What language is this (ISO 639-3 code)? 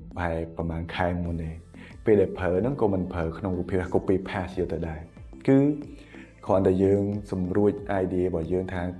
khm